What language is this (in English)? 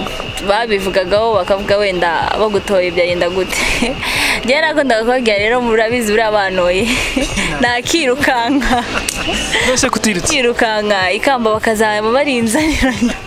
Kinyarwanda